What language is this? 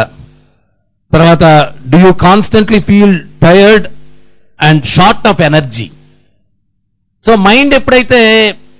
Telugu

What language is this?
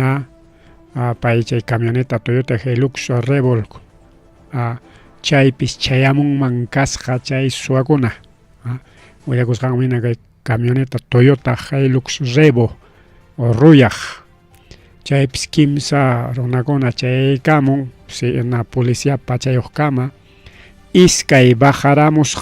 Ayacucho Quechua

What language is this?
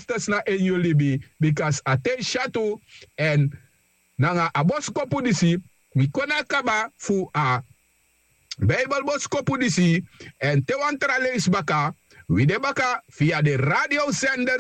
Sranan Tongo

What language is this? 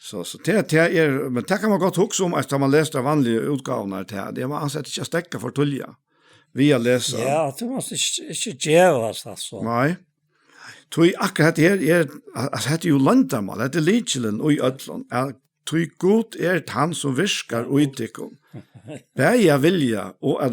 Faroese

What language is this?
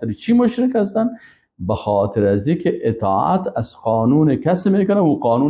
Persian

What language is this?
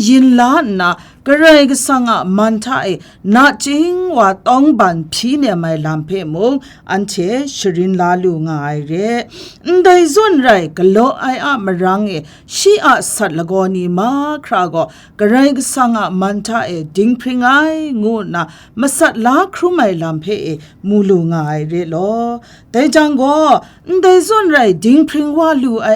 Kachin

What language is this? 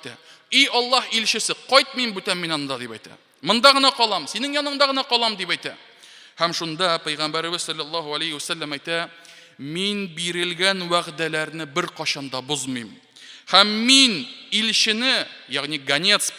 Tatar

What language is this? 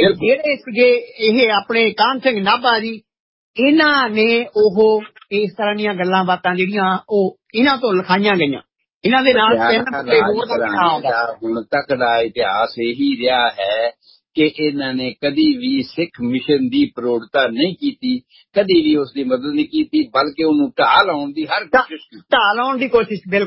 Punjabi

